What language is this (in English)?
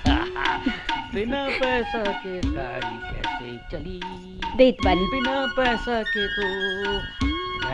Bhojpuri